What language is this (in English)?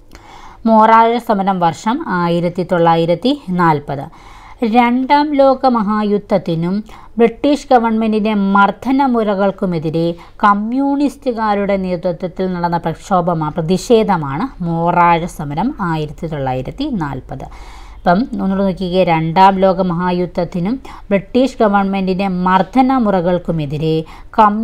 Malayalam